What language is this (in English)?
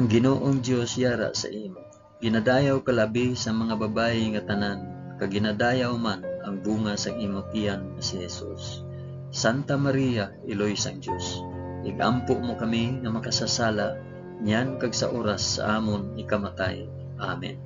Hiligaynon